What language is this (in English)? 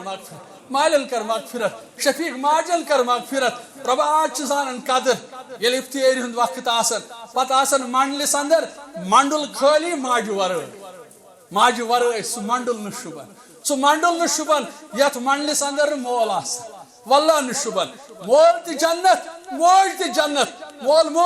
Kashmiri